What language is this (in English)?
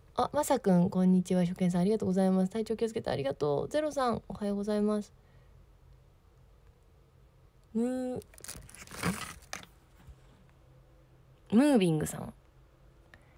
Japanese